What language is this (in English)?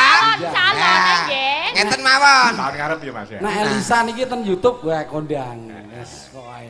Javanese